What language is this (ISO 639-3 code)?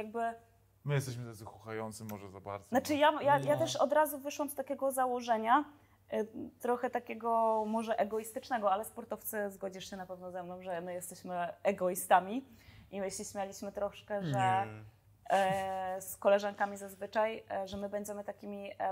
pol